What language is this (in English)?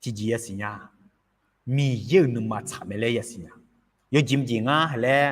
Akha